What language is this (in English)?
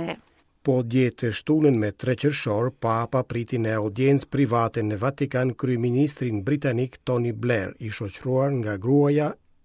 Albanian